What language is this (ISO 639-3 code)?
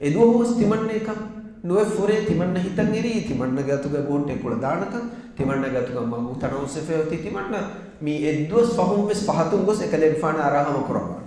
div